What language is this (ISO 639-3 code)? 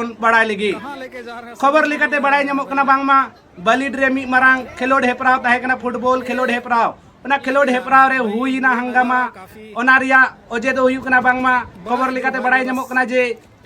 sat